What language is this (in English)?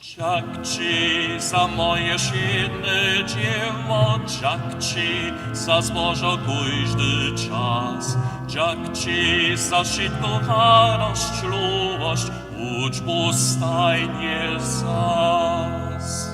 Upper Sorbian